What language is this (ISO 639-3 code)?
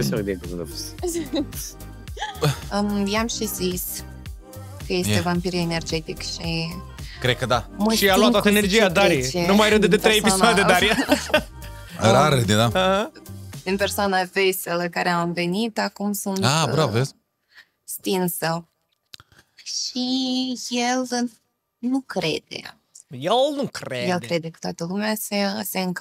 ron